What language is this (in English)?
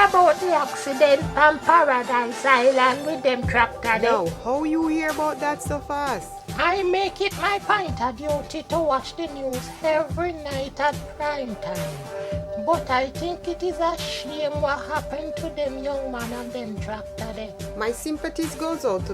Jamaican Creole English